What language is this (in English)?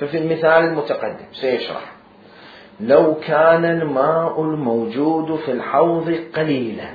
Mesopotamian Arabic